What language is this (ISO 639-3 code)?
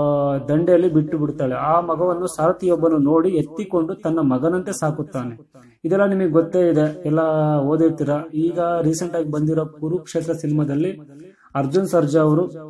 kan